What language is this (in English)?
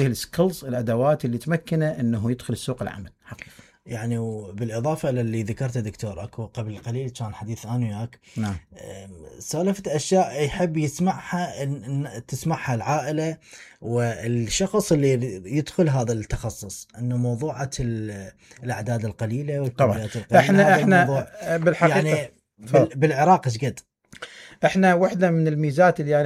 Mesopotamian Arabic